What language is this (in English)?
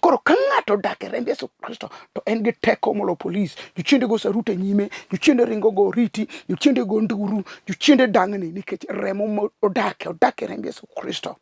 Luo (Kenya and Tanzania)